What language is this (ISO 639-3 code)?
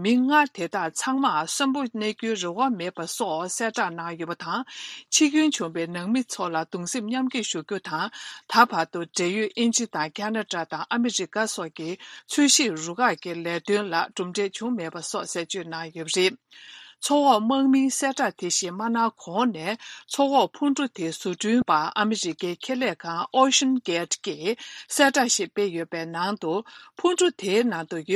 bod